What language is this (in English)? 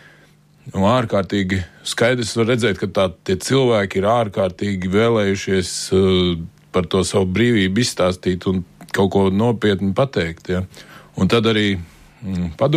Latvian